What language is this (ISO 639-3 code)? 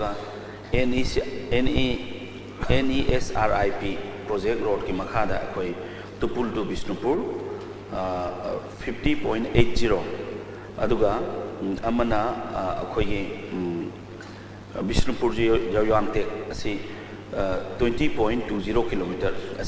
mni